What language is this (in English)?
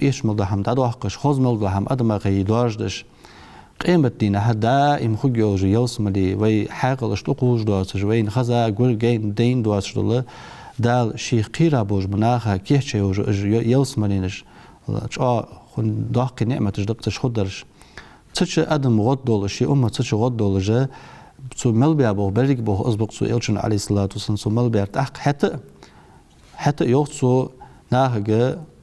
Ingush